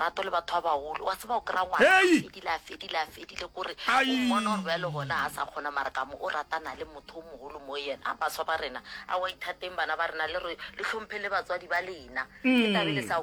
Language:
Northern Sotho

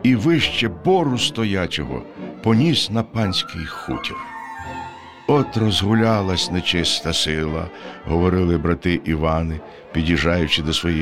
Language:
Ukrainian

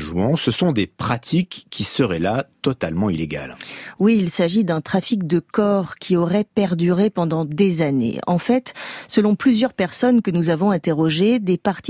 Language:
French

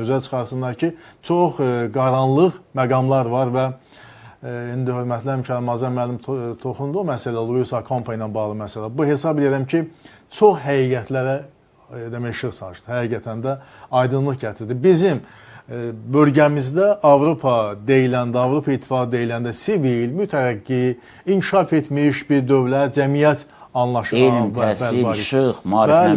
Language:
Azerbaijani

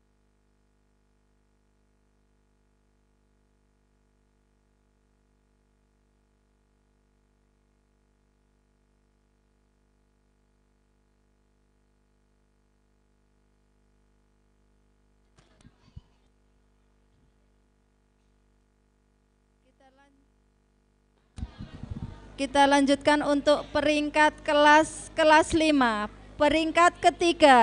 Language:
Indonesian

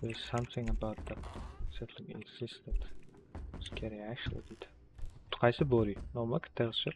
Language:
Kara-Kalpak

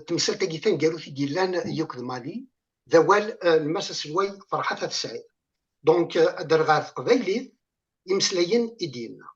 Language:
Kabyle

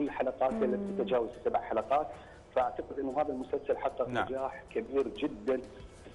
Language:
Mesopotamian Arabic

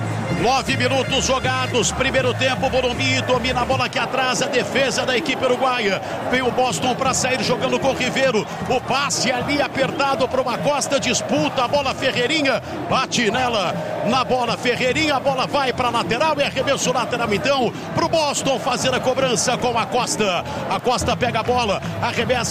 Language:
Portuguese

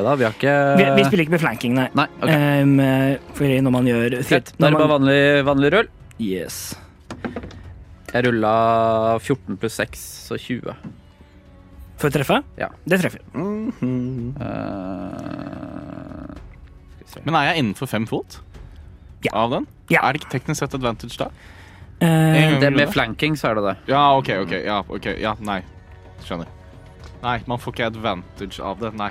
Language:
Norwegian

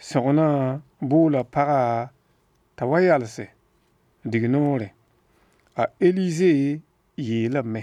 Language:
Mossi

